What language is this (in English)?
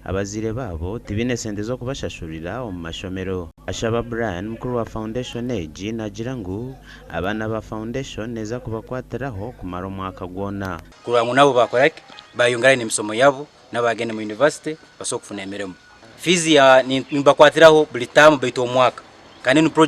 Nyankole